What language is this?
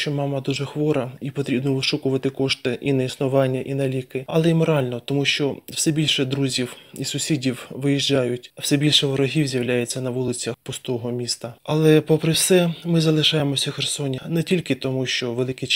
Ukrainian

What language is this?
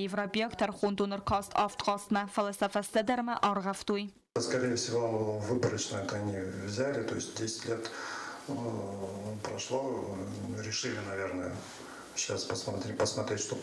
Ossetic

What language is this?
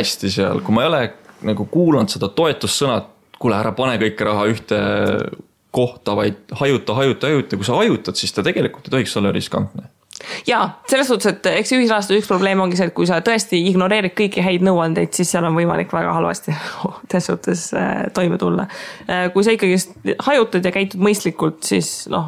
Estonian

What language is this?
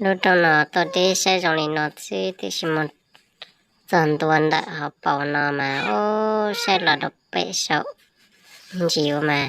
Hmong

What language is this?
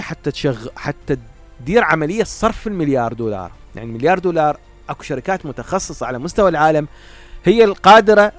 Mesopotamian Arabic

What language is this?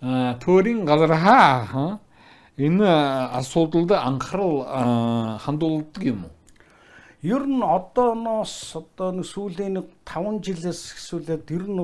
Mongolian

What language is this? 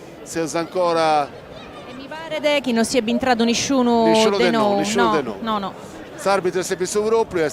Sardinian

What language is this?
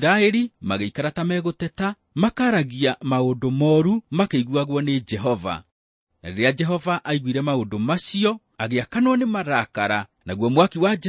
Kikuyu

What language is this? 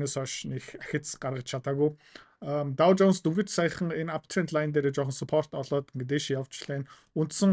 Mongolian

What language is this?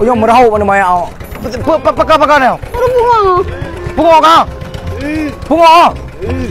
Achinese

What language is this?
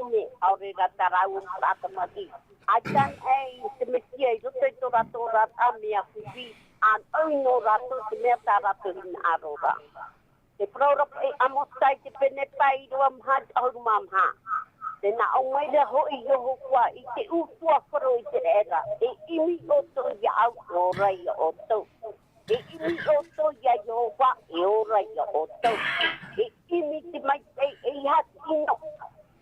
Tahitian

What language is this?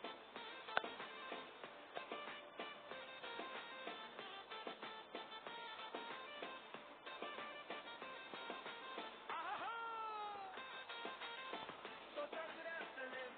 Romanian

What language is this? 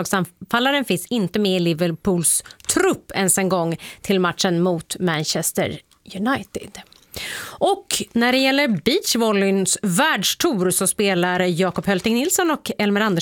Swedish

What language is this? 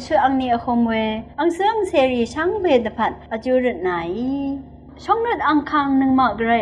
Rawang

